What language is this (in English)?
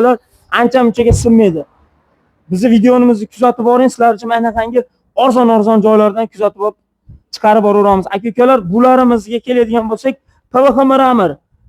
Uzbek